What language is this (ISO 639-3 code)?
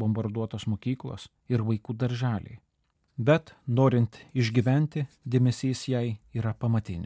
lit